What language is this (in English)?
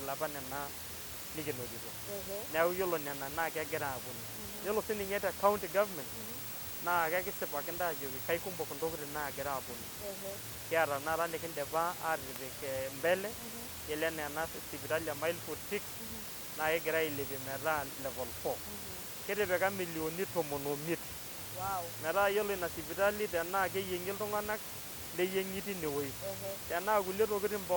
Masai